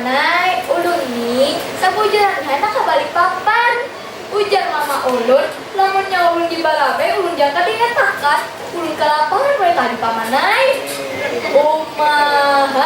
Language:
Banjar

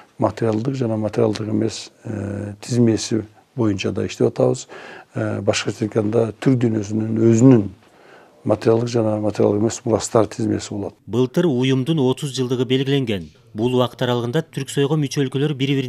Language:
Kyrgyz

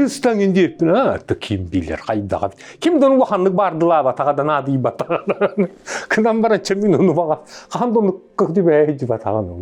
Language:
Yakut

